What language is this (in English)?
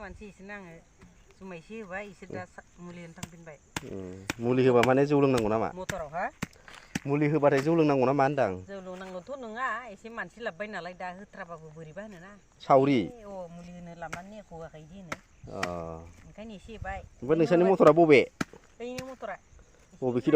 Bodo